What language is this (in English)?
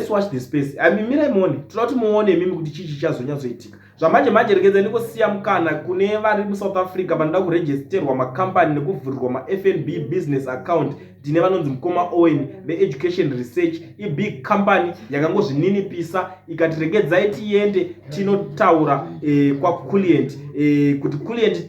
Shona